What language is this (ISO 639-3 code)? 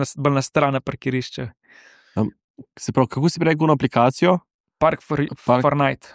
slv